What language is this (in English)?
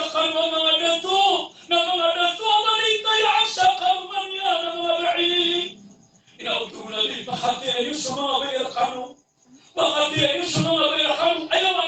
Maranao